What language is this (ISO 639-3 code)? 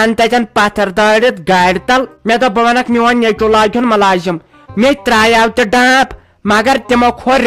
kas